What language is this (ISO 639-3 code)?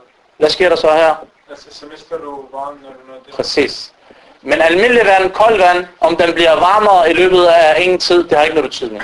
dan